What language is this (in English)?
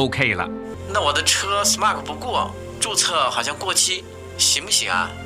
Chinese